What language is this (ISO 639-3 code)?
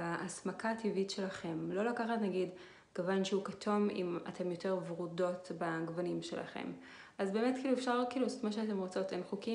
heb